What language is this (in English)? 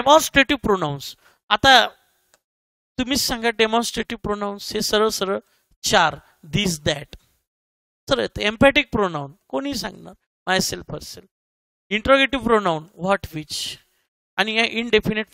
Marathi